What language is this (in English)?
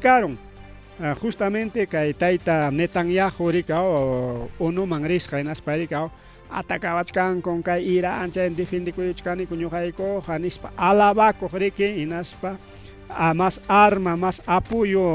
Ayacucho Quechua